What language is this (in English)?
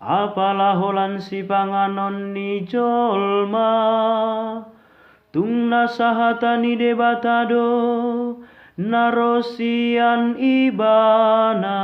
Batak Toba